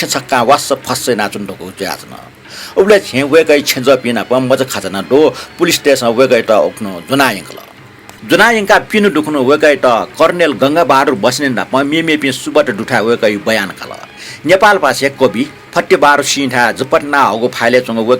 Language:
Newari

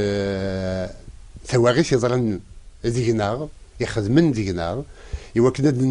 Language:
Kabyle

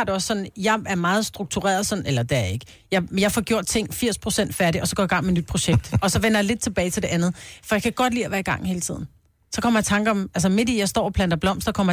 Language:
Danish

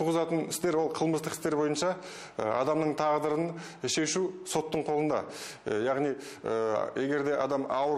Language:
Kazakh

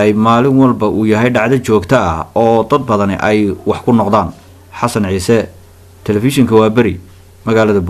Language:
Somali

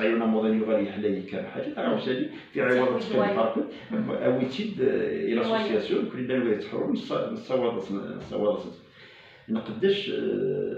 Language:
Kabyle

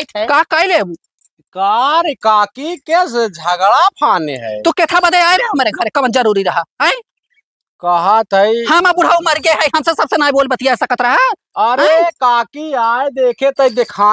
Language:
Awadhi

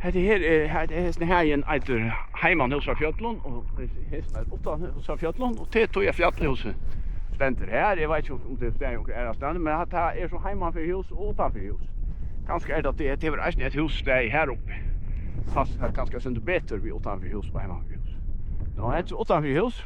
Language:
Faroese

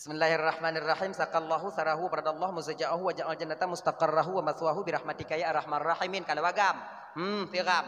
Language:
Achinese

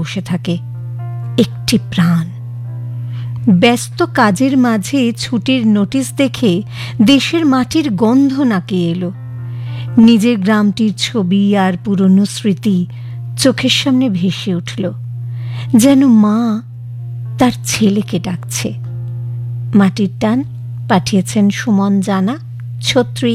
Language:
Bangla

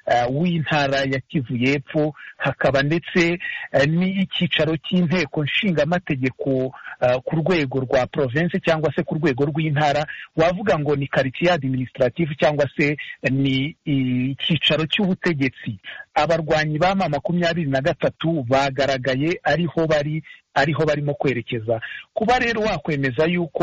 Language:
Kinyarwanda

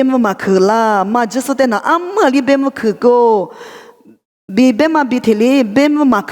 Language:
Lisu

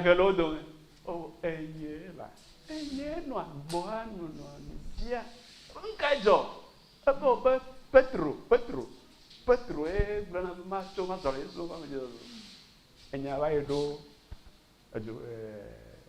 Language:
Ewe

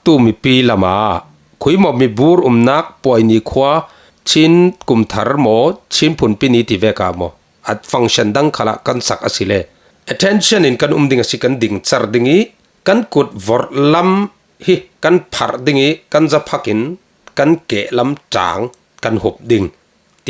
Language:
Falam Chin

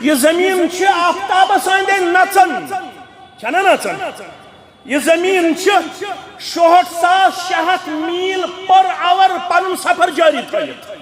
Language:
Kashmiri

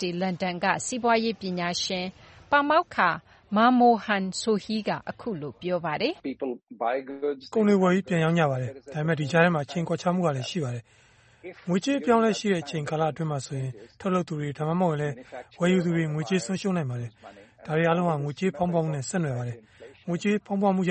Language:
Burmese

